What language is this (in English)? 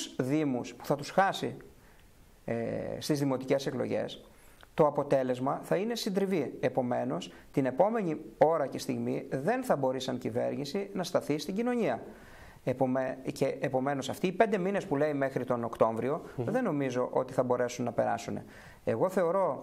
Greek